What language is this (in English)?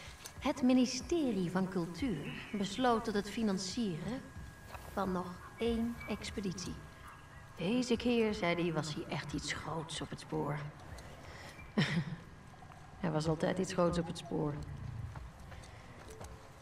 Dutch